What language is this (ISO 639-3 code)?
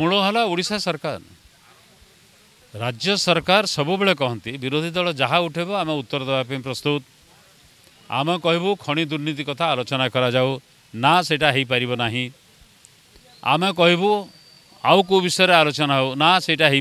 ori